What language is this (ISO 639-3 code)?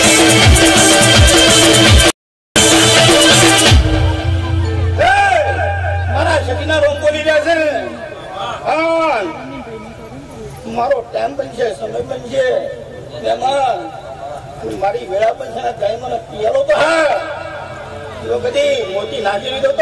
guj